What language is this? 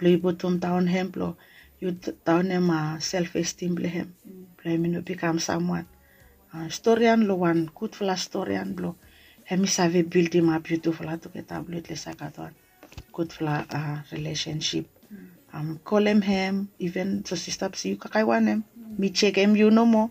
Bislama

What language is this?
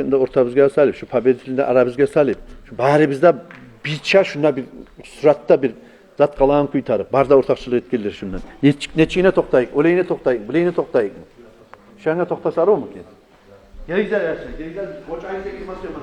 Kumyk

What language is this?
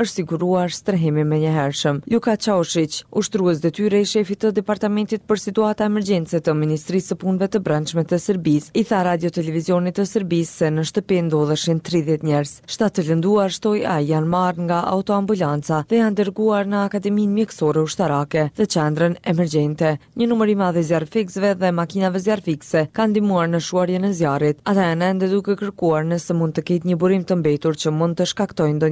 Albanian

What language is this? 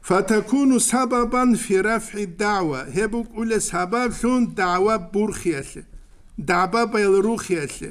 Avaric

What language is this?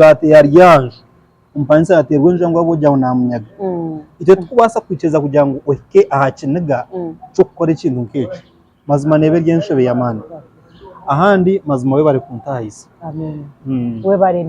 Nyankole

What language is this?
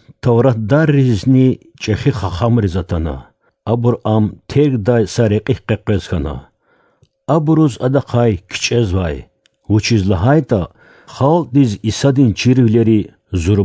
Lezghian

